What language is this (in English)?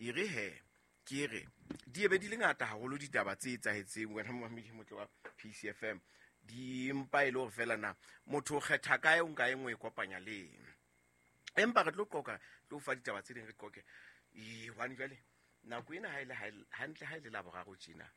Southern Sotho